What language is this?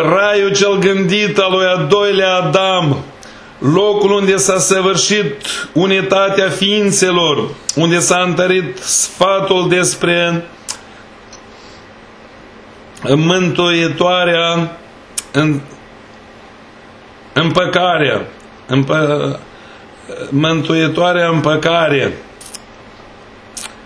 Romanian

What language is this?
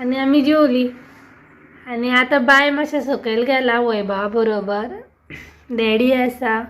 Konkani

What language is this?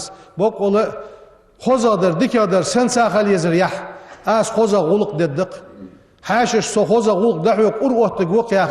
Ingush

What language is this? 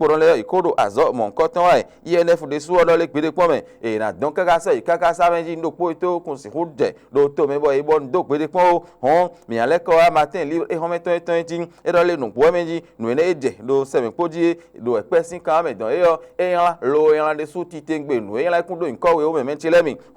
Fon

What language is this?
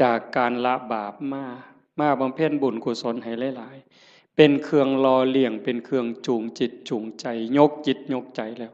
Northeastern Thai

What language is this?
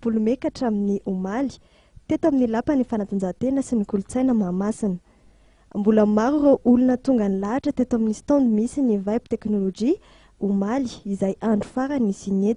Malagasy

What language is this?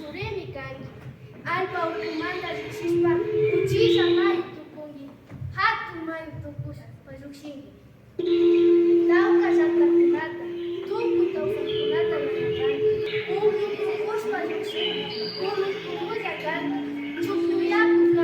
Imbabura Highland Quichua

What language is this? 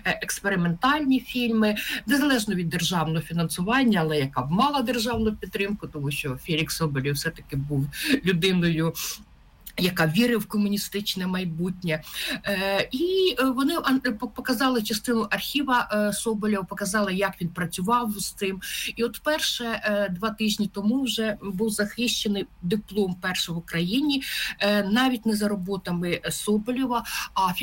Ukrainian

